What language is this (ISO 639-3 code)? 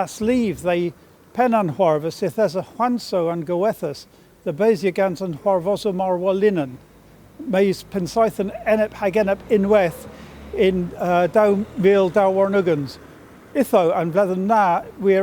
cor